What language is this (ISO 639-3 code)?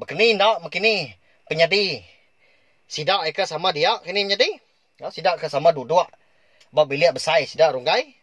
iba